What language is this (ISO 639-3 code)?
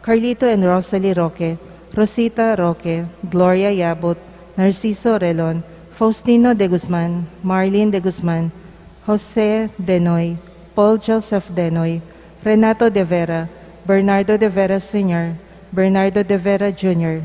pam